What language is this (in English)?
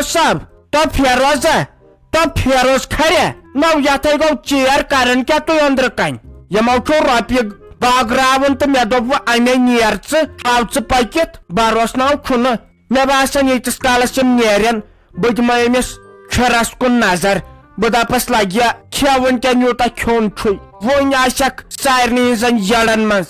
Kashmiri